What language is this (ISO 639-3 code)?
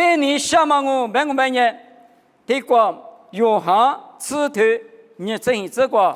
lis